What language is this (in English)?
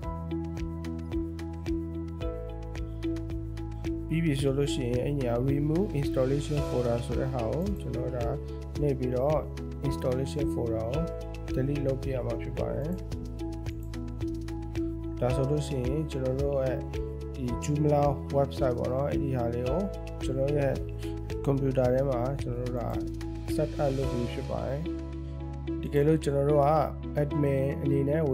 Burmese